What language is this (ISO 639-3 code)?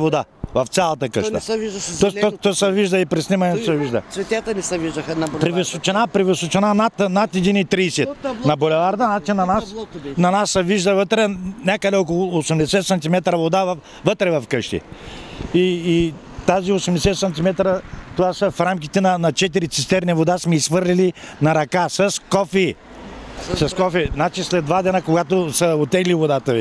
bul